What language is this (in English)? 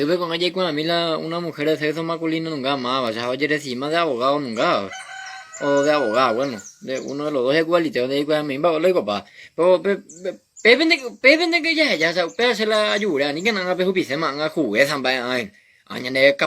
Guarani